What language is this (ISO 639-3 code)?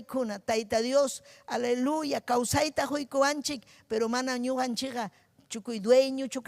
quy